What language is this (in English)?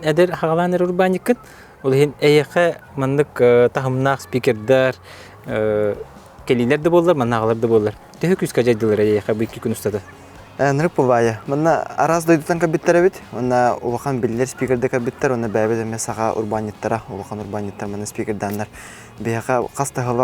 Yakut